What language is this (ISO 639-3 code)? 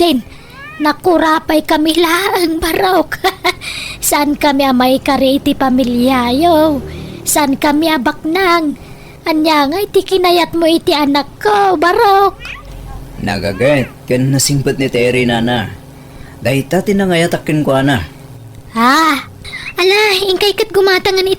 ilo